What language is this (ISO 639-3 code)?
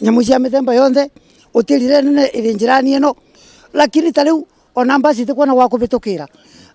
mer